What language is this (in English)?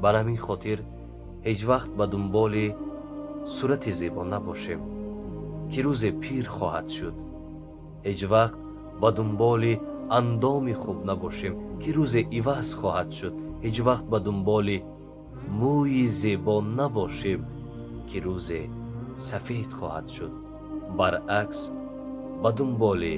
Tajik